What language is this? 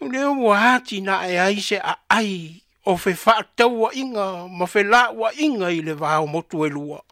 Samoan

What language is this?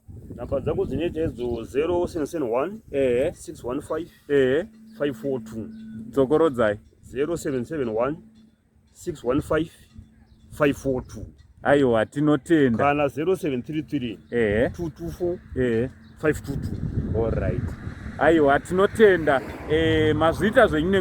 Shona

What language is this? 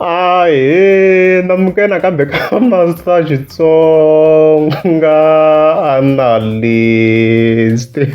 Tsonga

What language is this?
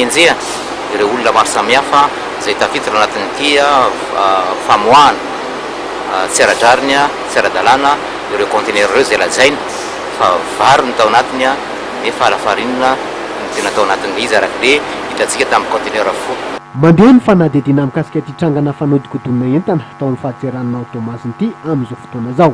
Malagasy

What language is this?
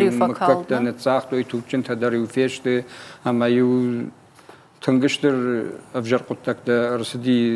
Ossetic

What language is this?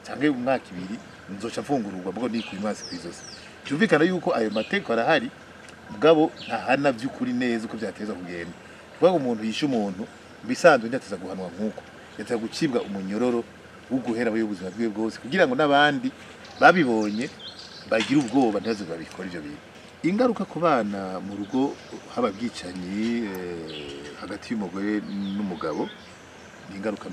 Rundi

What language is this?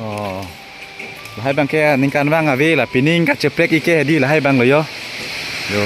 Karbi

